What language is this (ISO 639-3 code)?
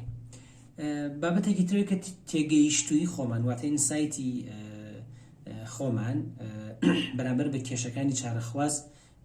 ckb